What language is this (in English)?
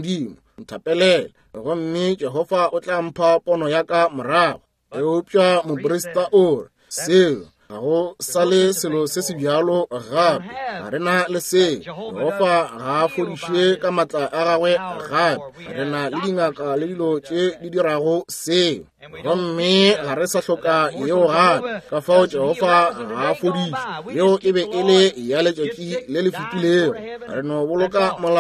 Northern Sotho